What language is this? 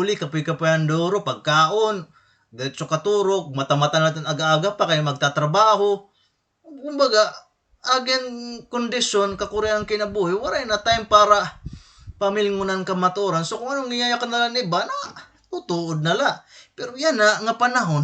Waray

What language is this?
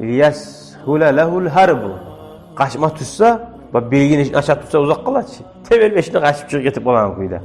Kumyk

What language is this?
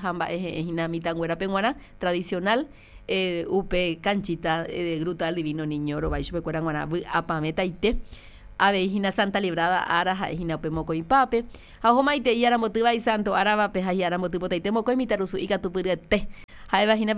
Guarani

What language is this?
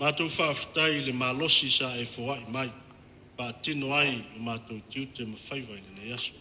Samoan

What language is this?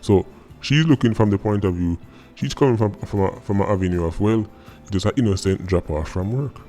Jamaican Creole English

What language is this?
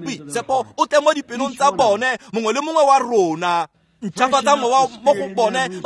Tswana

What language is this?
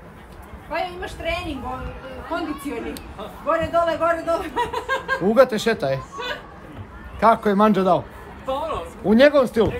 Serbian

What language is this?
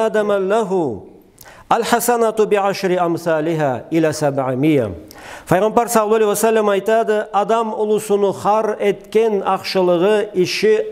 Karachay-Balkar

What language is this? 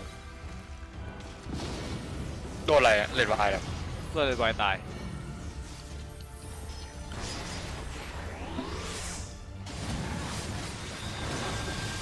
Thai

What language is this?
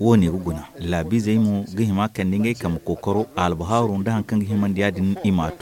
Zarma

